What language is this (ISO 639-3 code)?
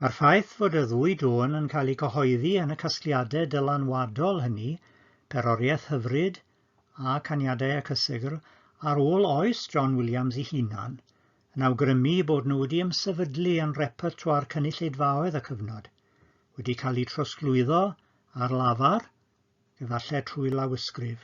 cym